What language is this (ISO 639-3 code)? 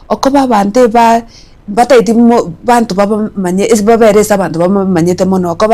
guz